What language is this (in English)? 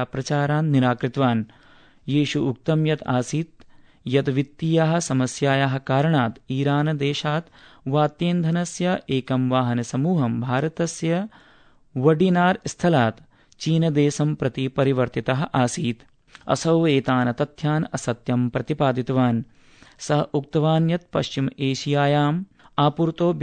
Sanskrit